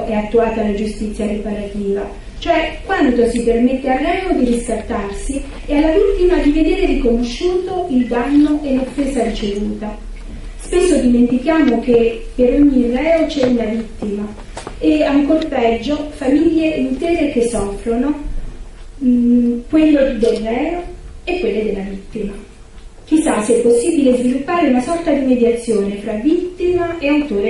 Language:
Italian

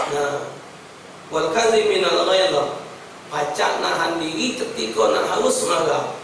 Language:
Musi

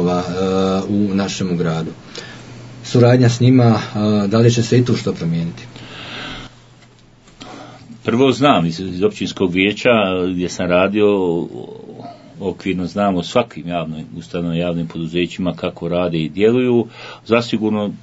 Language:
Croatian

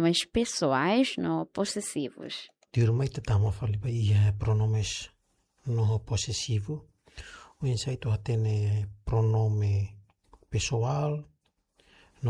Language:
Tetum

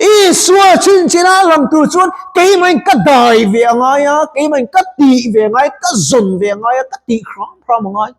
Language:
Mizo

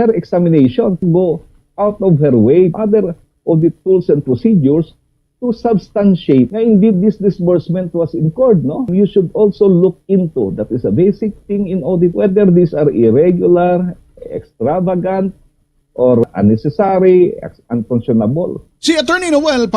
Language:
Waray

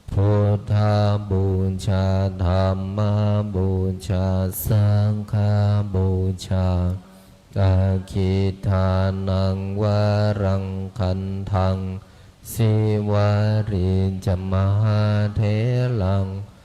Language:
Pali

